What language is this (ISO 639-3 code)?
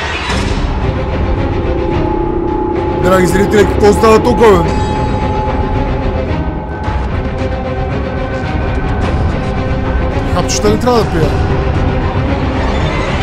bul